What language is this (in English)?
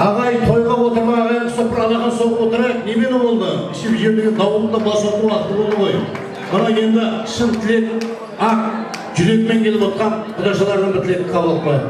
Kara-Kalpak